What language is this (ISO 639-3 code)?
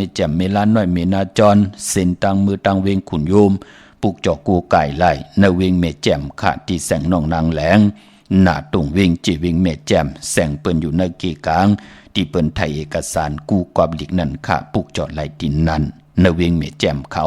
shn